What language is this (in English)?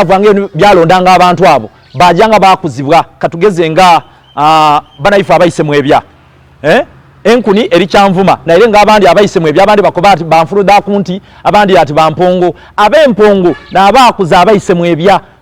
Soga